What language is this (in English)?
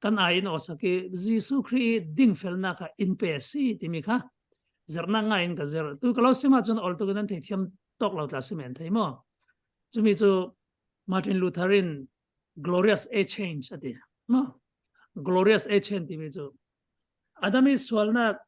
Falam Chin